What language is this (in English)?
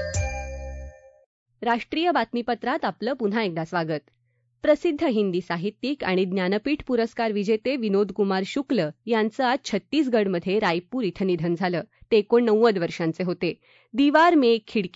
Marathi